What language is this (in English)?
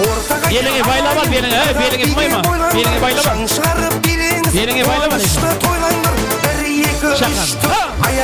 Kara-Kalpak